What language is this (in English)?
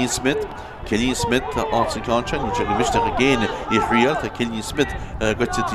Irish